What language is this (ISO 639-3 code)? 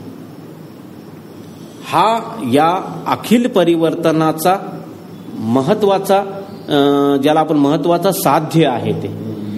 mar